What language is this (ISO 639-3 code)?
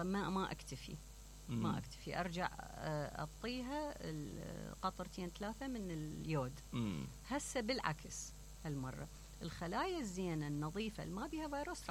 acm